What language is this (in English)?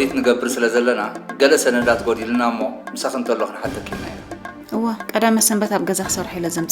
Tigrinya